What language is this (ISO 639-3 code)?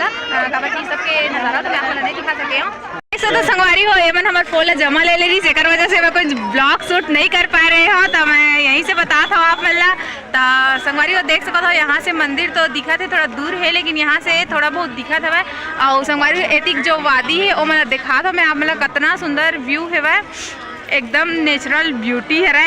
hne